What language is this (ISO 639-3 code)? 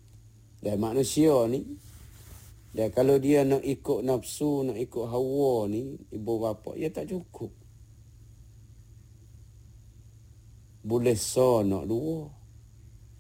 msa